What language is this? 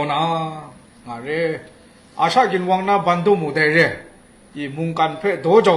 Kachin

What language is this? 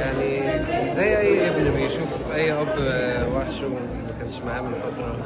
Egyptian Arabic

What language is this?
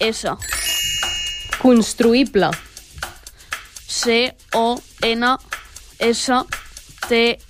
Catalan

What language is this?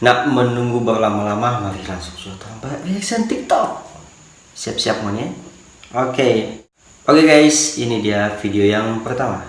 Manado Malay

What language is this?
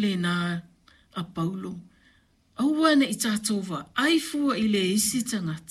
Samoan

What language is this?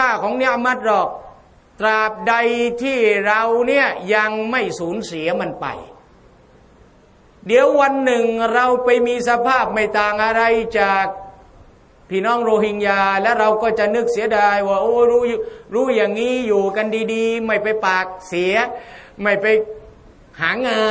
Thai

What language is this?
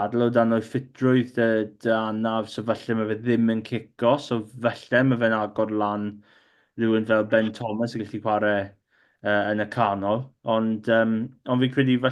Welsh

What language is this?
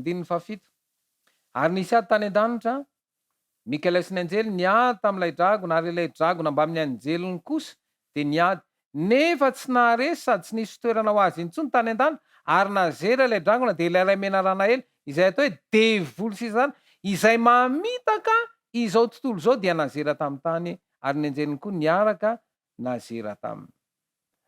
Malagasy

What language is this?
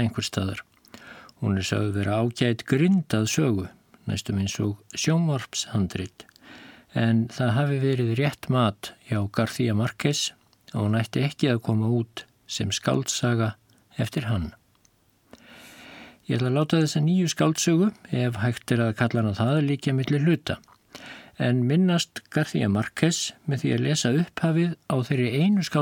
Icelandic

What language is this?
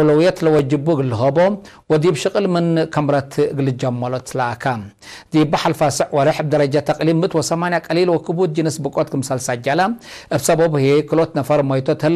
Tigre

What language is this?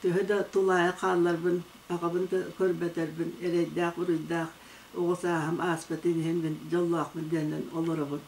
Yakut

